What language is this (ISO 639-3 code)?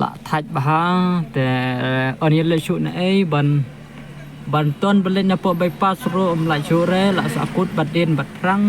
kha